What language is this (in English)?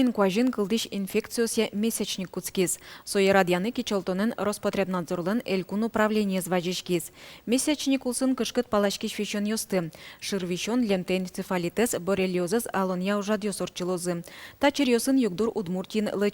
Udmurt